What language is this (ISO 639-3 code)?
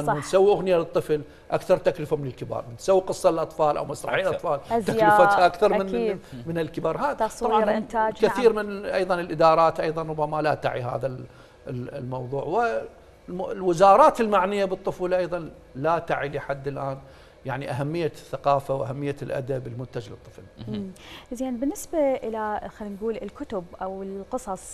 acm